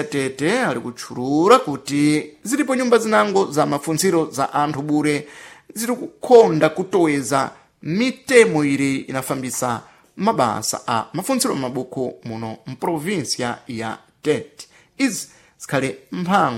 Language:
Sena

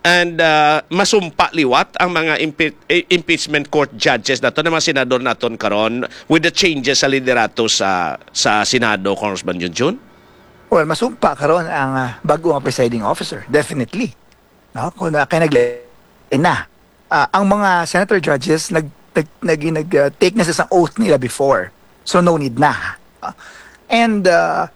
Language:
Hiligaynon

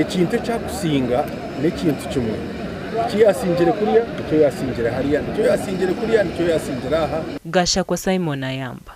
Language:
Nyankole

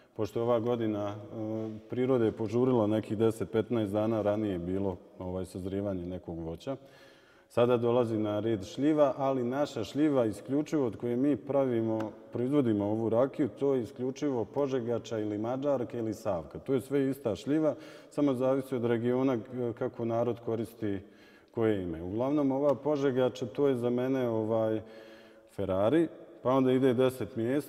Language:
Bosnian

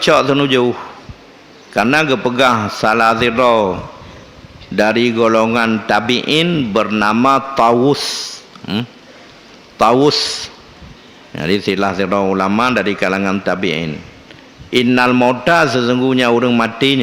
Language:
Achinese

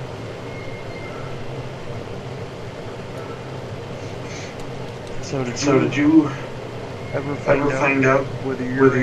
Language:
English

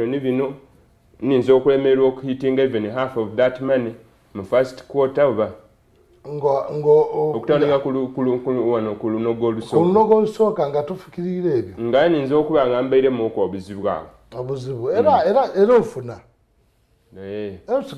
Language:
Soga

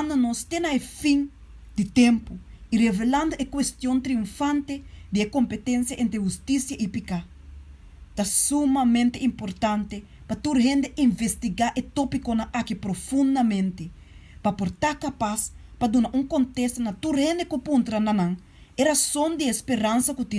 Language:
Papiamento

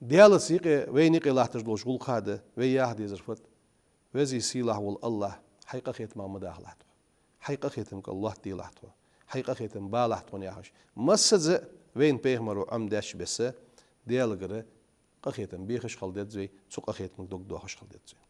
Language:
Ingush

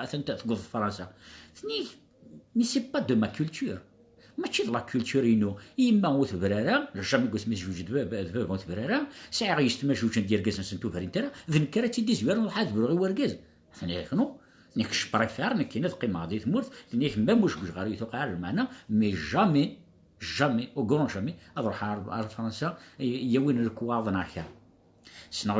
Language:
Kabyle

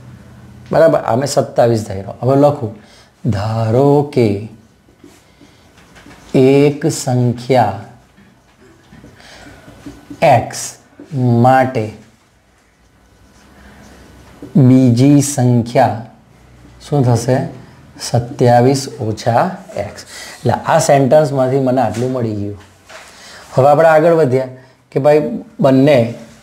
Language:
Gujarati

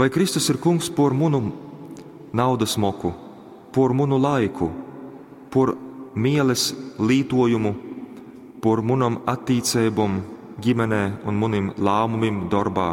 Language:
Latgalian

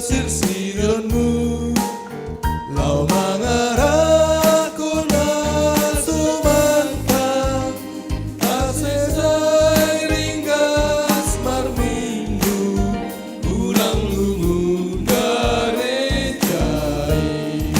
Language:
Batak Simalungun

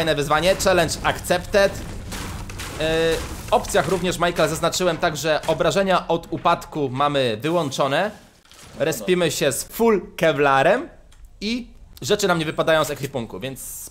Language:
Polish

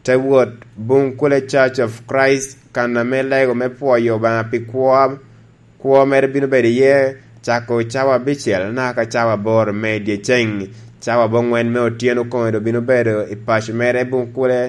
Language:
Lango (Uganda)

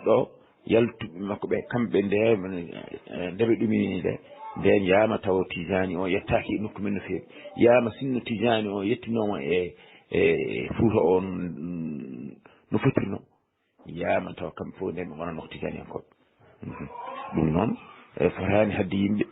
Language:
Fula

